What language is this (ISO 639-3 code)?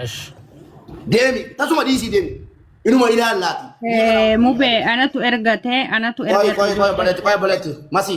orm